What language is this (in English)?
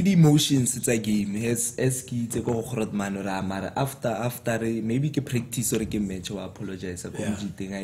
Tswana